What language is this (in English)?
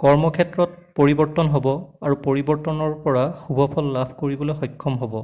Assamese